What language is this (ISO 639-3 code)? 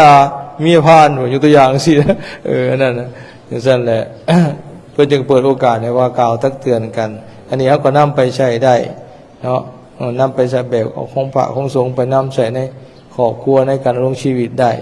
lao